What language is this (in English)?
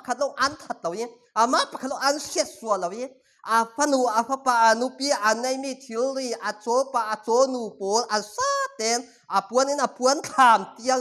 Falam Chin